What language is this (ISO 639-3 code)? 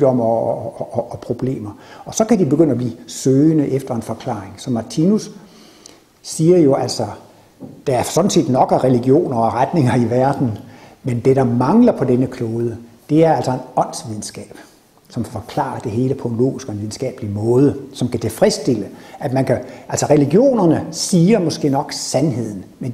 dan